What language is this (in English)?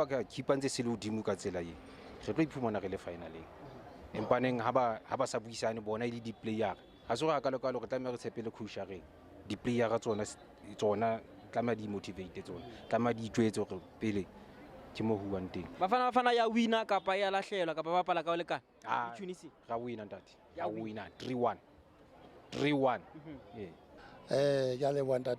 Southern Sotho